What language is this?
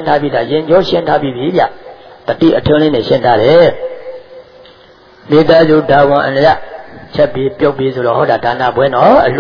Burmese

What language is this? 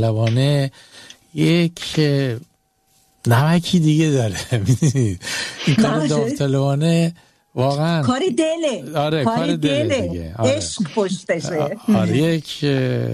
Persian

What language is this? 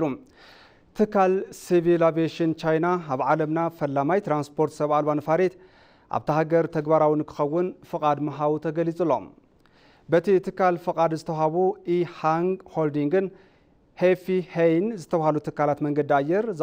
Tigrinya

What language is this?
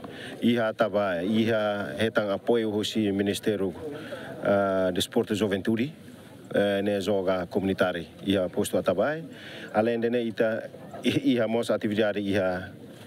Tetum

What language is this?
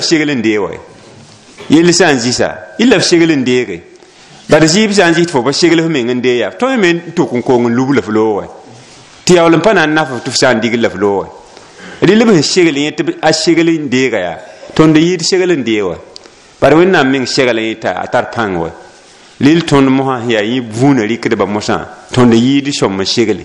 Mossi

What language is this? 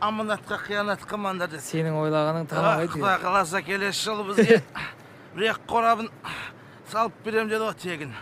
Kazakh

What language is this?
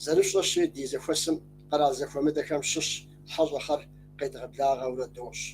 Kabardian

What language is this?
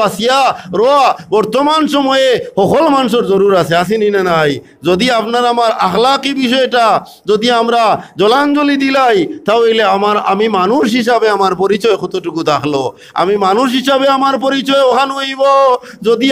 Sylheti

